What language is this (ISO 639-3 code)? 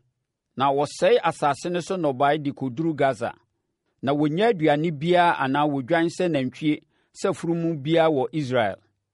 aka